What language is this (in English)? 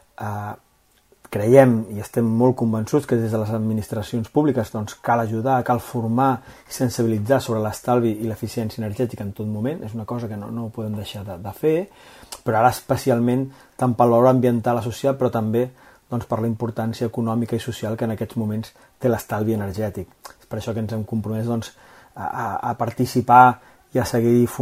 Catalan